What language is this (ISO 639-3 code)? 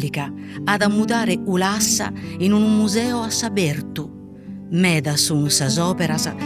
srd